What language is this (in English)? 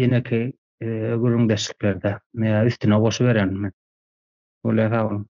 Turkmen